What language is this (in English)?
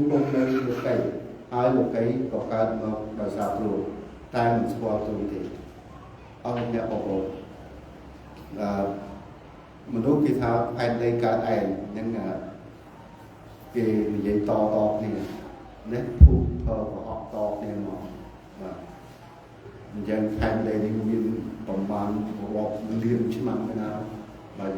Khmer